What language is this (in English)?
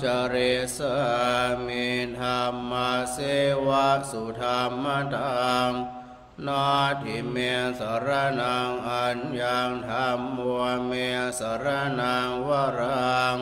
Pali